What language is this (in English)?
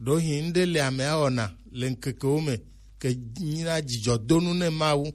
Gen